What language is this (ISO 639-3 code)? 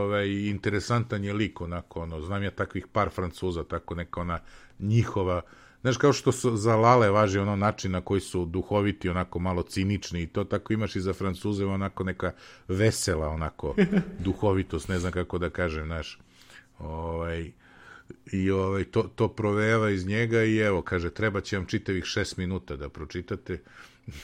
srp